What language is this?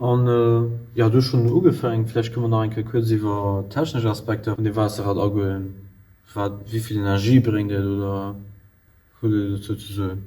Luxembourgish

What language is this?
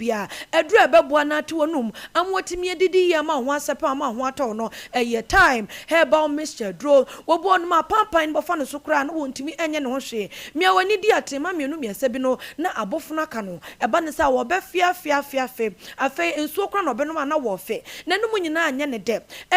Akan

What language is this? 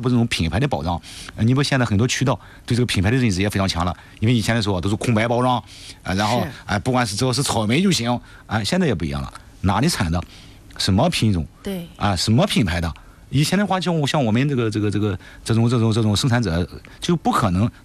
Chinese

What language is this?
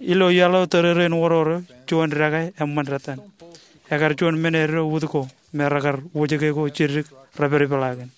Marshallese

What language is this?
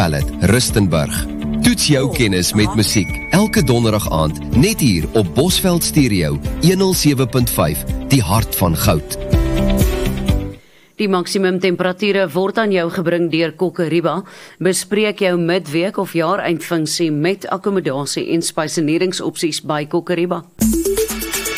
Afrikaans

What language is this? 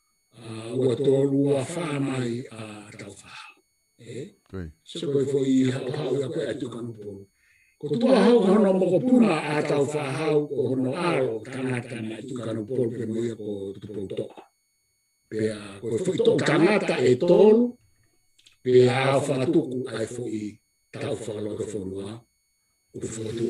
Tongan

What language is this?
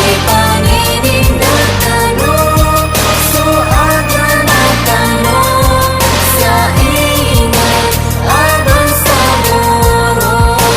Maranao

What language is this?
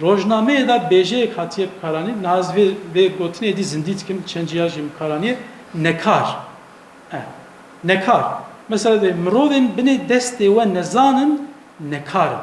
Kurdish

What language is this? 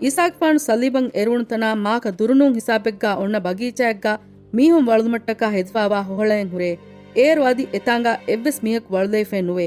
Divehi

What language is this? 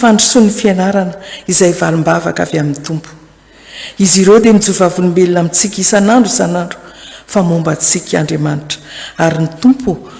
Malagasy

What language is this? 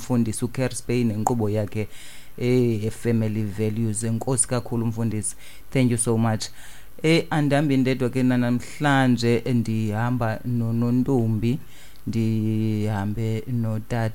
Xhosa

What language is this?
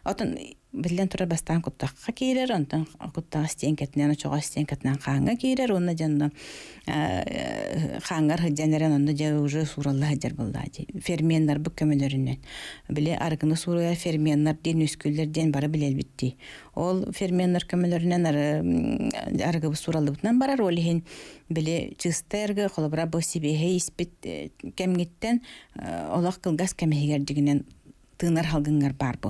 Yakut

